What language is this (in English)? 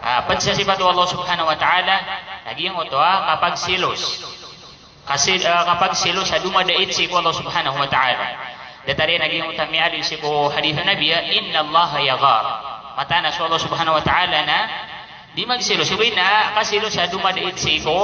Maranao